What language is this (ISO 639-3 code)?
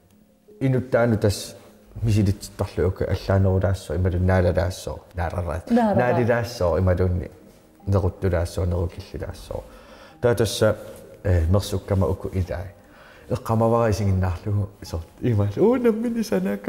kal